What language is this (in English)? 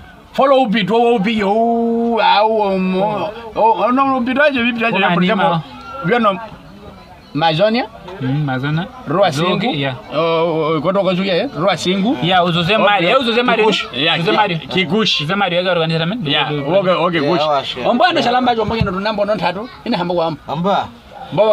Nyaneka